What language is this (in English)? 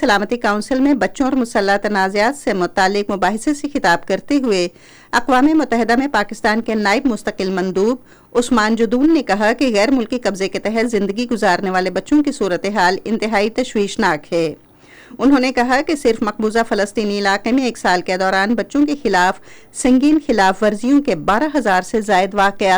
Urdu